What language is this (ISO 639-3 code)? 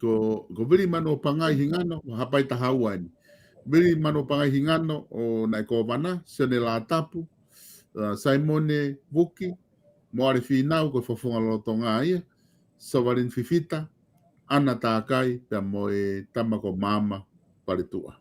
ton